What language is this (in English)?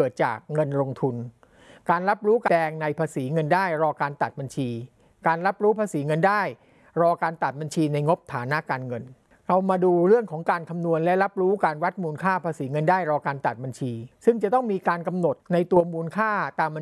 Thai